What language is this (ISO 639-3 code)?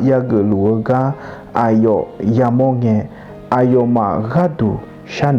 ahk